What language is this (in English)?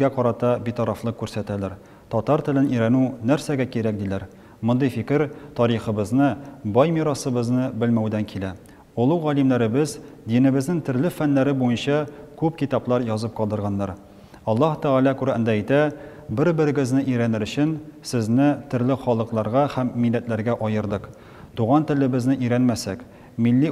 Tatar